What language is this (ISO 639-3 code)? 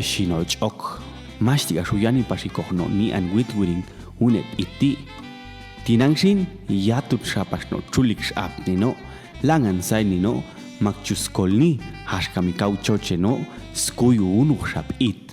jac